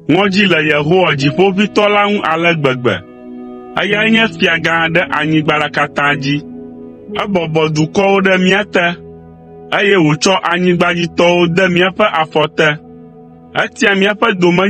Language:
Ewe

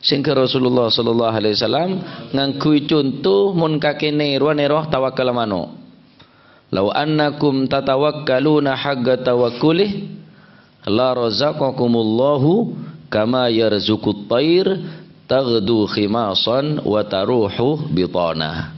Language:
Madurese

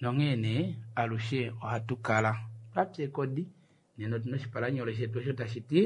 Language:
Kuanyama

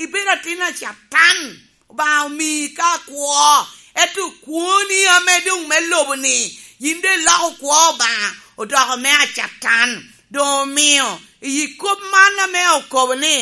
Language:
Lango (Uganda)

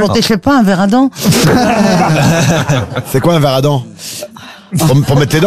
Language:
French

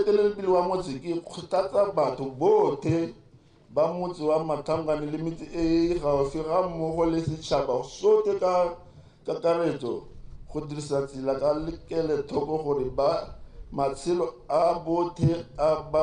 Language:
Tswana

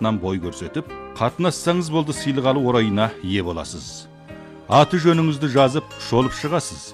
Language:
Kazakh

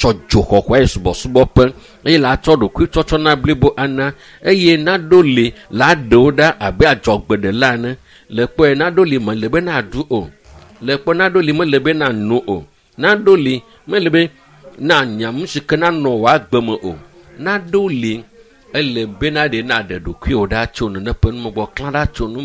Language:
Ewe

